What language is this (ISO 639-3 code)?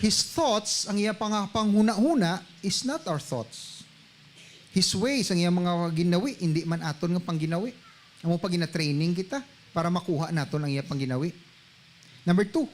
hil